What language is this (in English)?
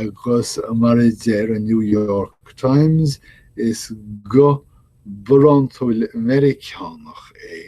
Irish